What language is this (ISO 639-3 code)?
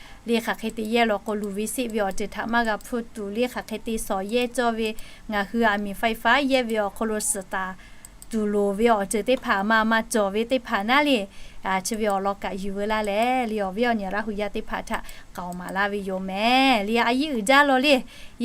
lhu